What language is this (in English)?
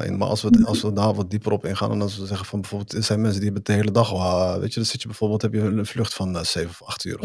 Dutch